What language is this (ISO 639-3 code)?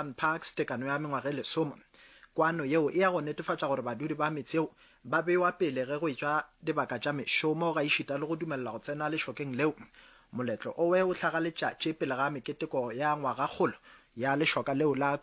nso